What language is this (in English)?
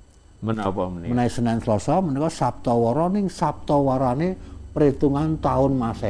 Javanese